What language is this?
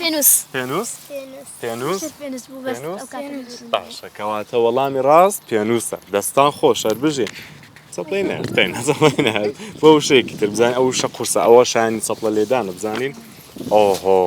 Central Kurdish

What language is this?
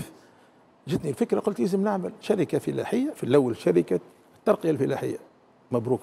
Tunisian Arabic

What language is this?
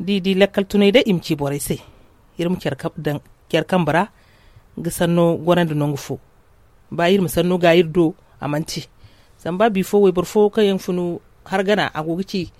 Zarma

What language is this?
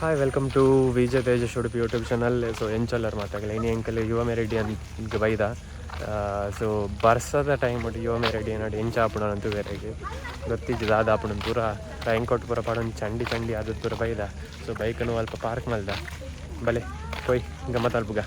Tulu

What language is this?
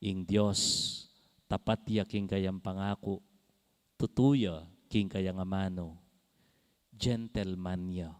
Pampanga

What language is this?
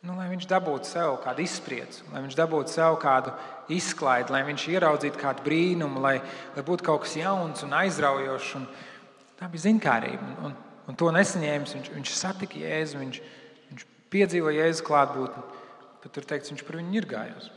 Latvian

